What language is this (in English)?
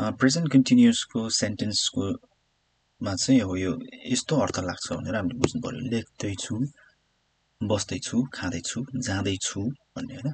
Nepali